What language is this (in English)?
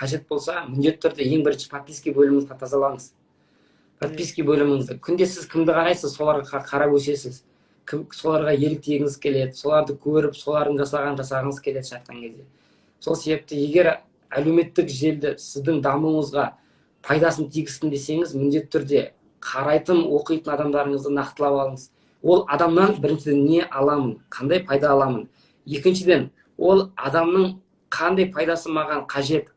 Kazakh